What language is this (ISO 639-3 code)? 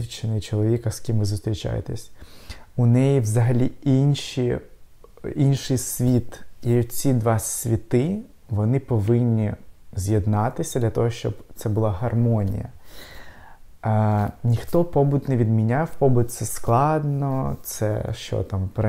ukr